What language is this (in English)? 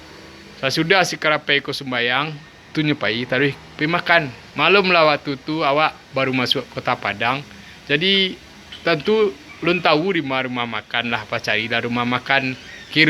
Minangkabau